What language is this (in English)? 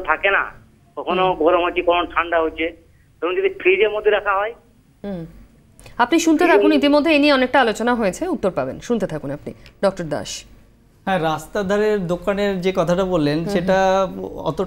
Bangla